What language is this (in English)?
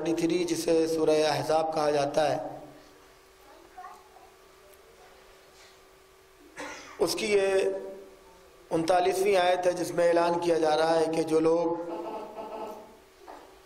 Urdu